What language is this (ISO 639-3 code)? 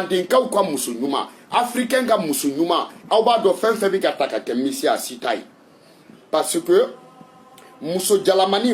bam